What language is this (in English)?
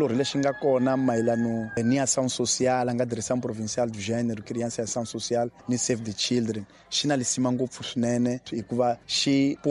Tsonga